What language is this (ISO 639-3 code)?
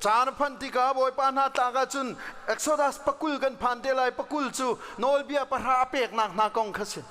cnh